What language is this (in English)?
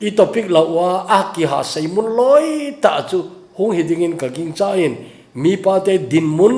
Thado Chin